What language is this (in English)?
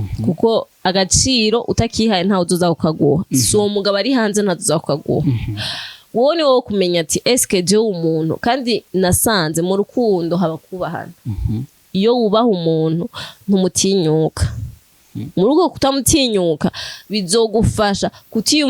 Rundi